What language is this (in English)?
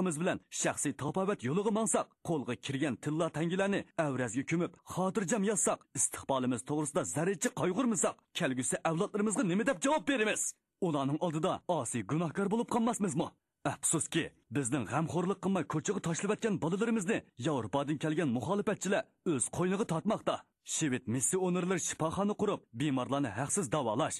Uyghur